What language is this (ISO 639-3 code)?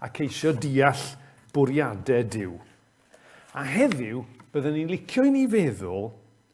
cym